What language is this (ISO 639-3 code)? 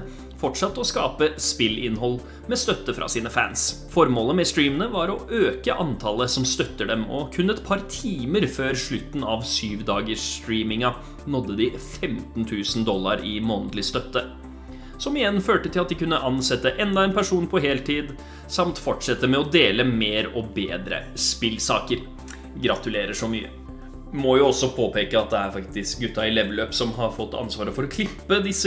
nor